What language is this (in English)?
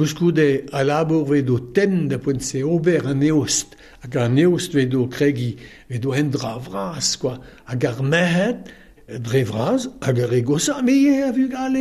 Breton